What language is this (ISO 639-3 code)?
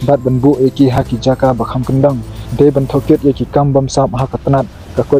kha